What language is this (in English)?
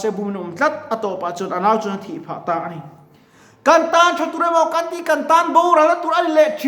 Mizo